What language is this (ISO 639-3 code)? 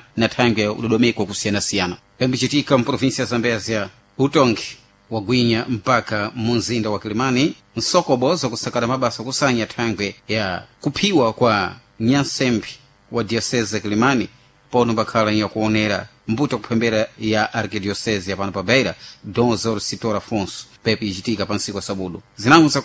seh